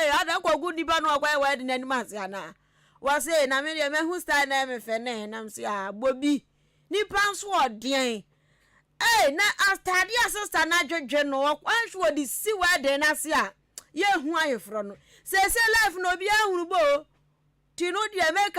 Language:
Akan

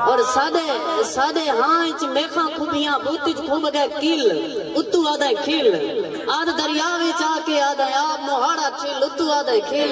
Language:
Saraiki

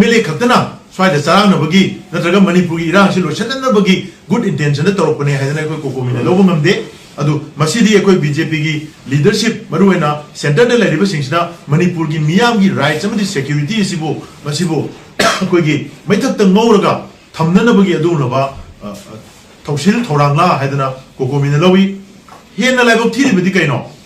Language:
Manipuri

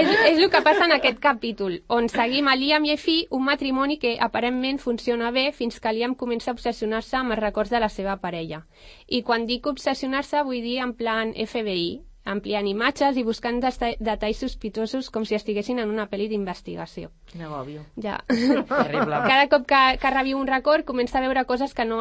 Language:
Catalan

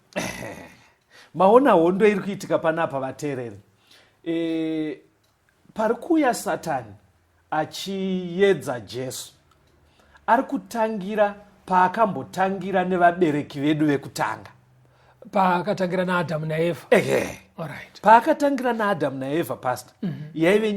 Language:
Shona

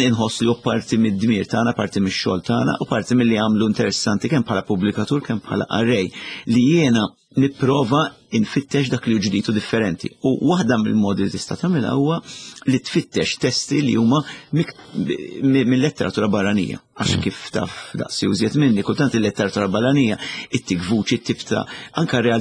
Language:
Maltese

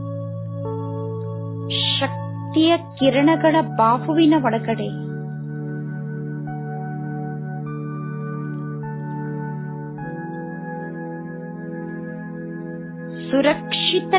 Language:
Kannada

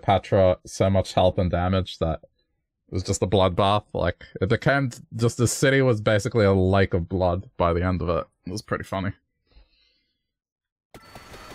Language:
English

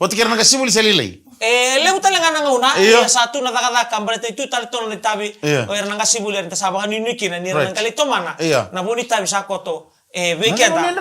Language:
Fijian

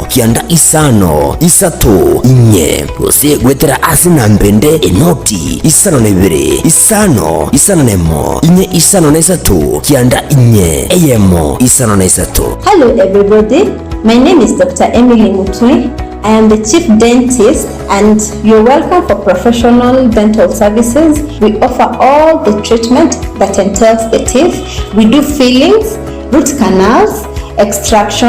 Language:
Gusii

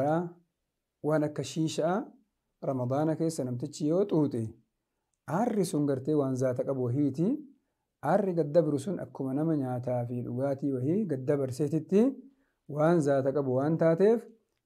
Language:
Oromo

